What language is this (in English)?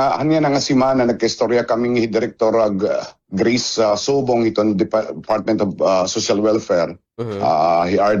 Waray